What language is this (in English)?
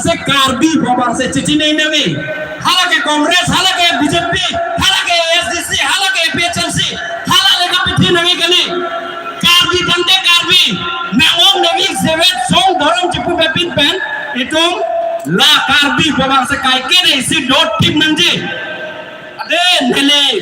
Karbi